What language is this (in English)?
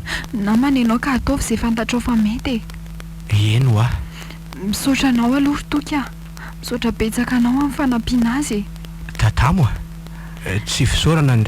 Malagasy